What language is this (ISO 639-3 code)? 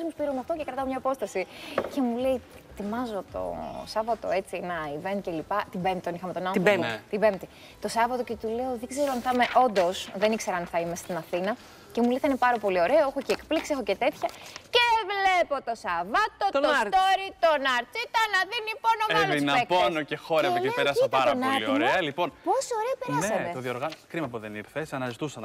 ell